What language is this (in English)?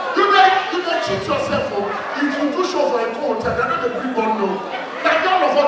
Nigerian Pidgin